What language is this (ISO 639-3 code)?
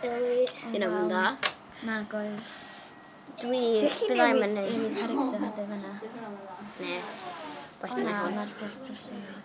cym